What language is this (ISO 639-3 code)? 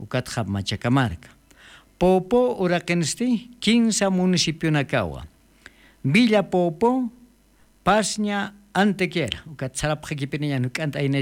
aym